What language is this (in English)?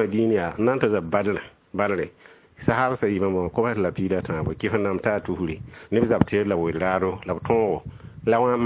Mossi